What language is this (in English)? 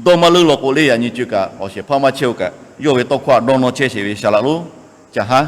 Lahu